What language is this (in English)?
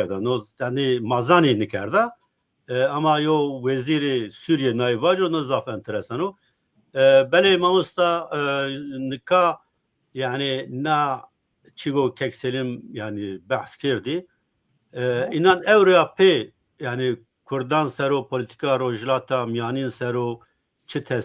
Zaza